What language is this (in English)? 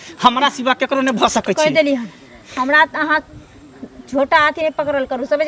Maithili